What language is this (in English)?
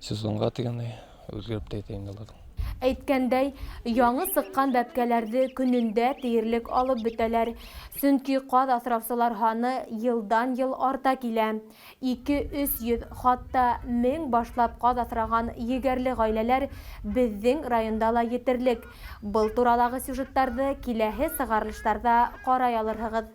Bashkir